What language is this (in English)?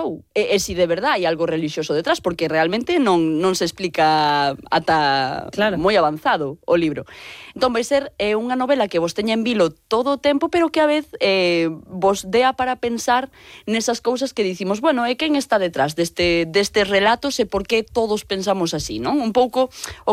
Galician